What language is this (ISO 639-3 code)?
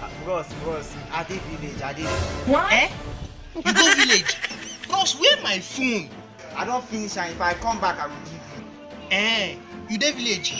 pcm